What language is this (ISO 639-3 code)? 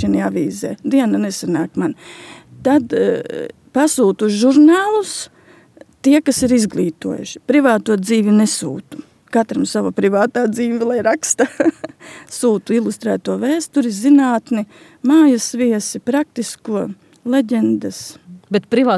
lav